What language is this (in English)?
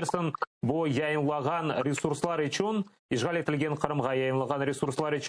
Crimean Tatar